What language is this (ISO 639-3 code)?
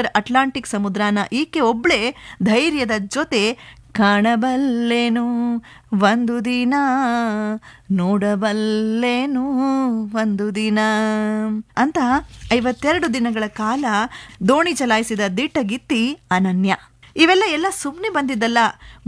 kan